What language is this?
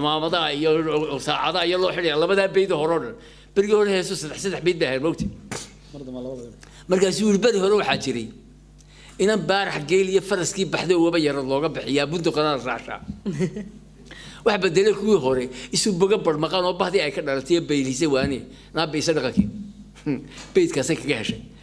Somali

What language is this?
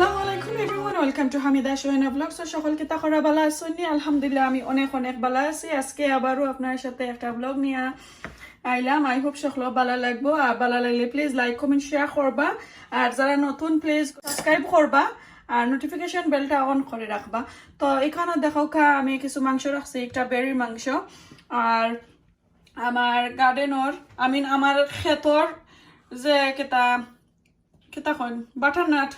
Sylheti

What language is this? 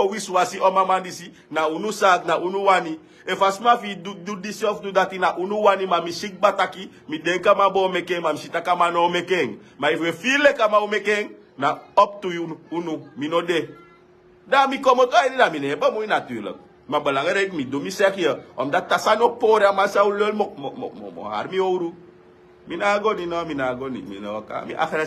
Sranan Tongo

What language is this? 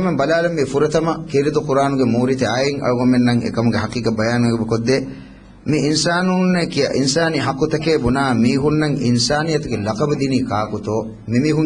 Divehi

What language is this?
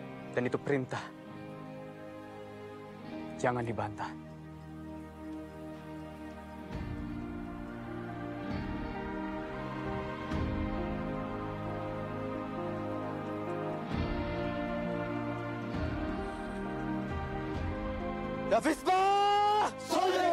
Indonesian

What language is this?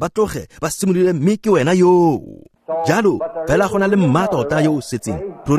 Tswana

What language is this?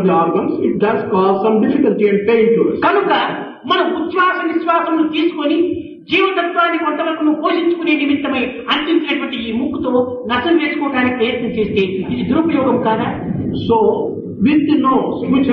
Telugu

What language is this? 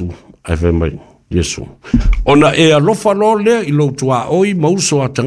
Samoan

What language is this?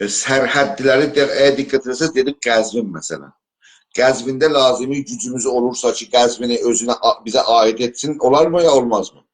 South Azerbaijani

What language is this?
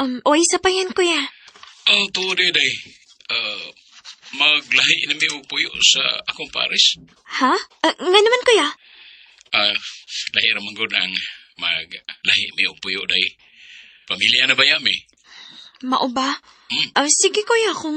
Cebuano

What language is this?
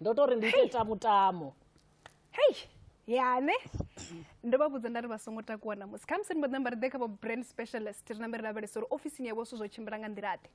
Venda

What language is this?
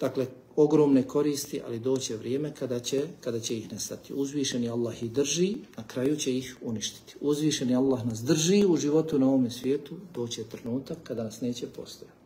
Bosnian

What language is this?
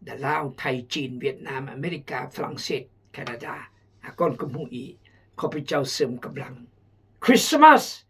Khmu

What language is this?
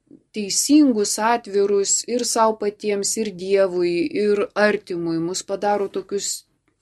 Lithuanian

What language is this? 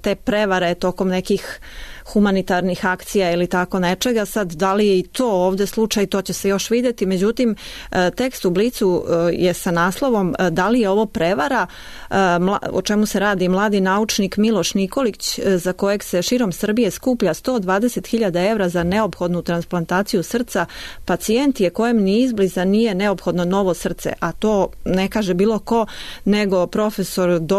Serbian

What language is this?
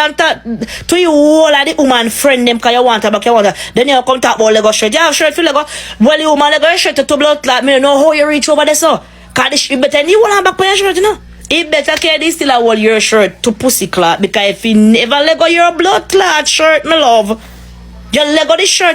Jamaican Creole English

